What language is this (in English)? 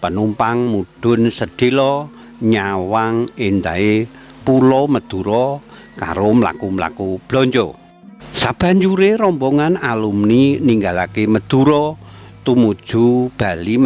Javanese